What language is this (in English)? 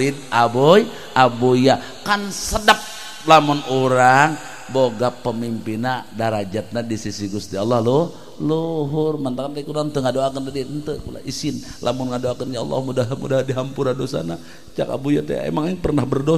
Sundanese